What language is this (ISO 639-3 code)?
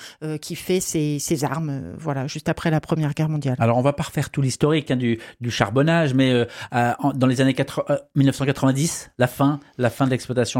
fra